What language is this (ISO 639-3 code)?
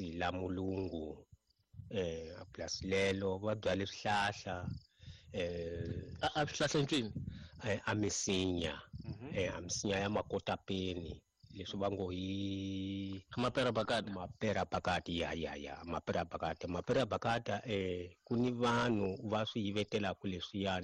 tso